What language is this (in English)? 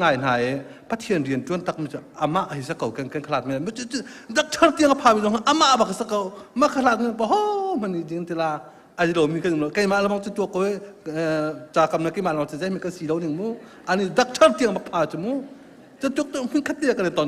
Hakha Chin